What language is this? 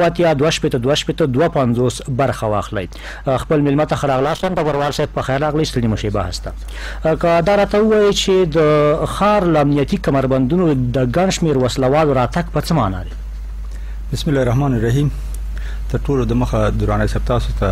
Pashto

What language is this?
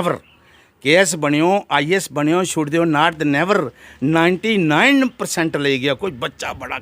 Dogri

